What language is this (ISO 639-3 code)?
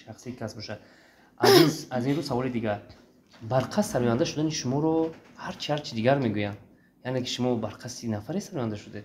tgk